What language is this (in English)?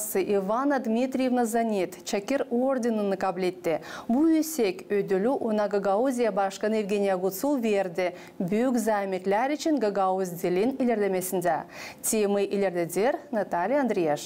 Gagauz